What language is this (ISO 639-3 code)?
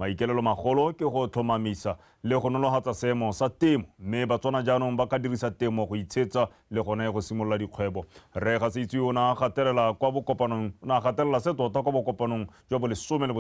tsn